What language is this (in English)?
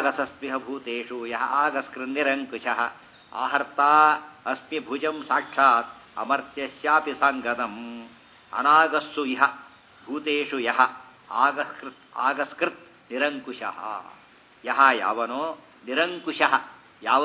Kannada